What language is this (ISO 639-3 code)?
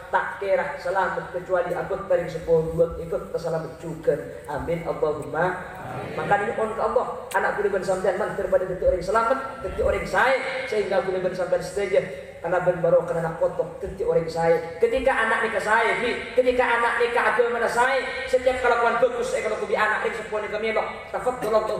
mad